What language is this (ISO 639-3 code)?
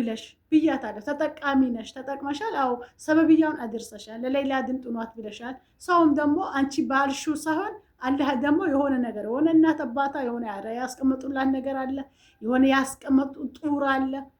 amh